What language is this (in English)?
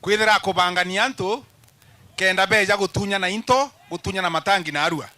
Meru